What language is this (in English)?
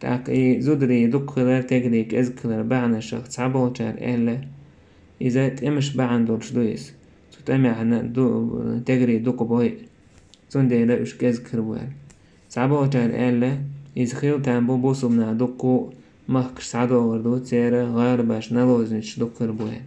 Chechen